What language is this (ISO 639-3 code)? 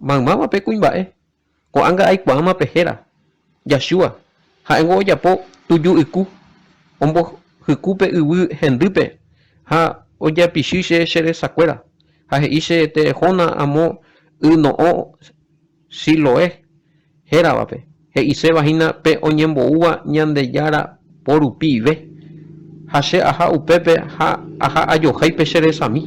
grn